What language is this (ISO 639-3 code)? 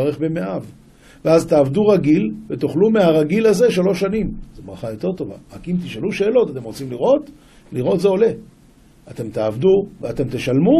heb